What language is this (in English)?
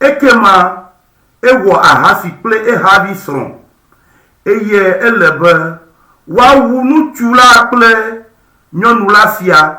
Ewe